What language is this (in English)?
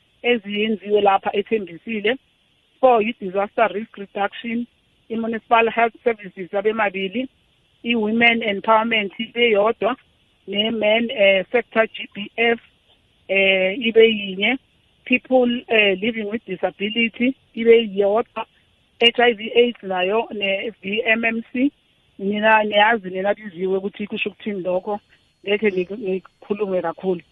South Ndebele